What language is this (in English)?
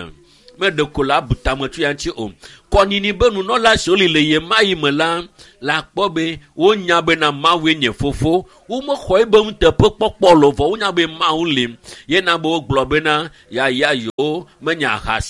Ewe